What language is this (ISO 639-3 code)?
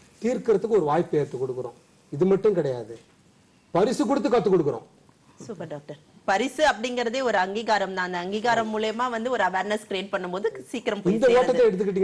tam